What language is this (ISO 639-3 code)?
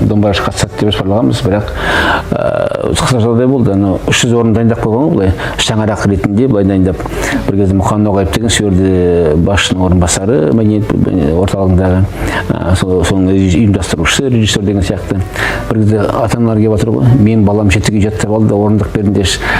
kaz